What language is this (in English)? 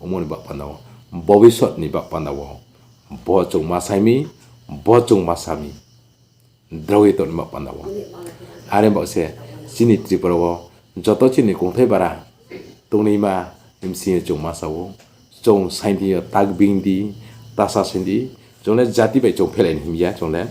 Riang (India)